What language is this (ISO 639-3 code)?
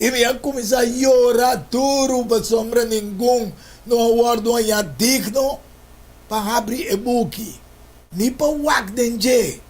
pap